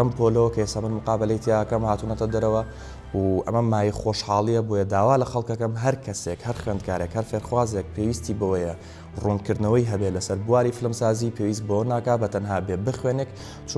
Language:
Central Kurdish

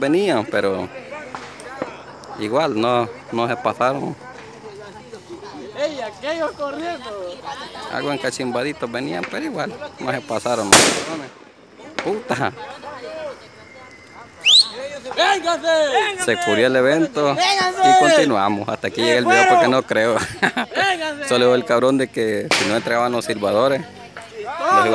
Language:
Spanish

